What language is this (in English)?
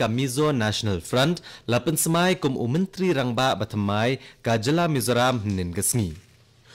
Khasi